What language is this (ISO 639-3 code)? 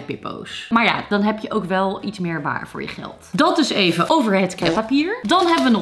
nld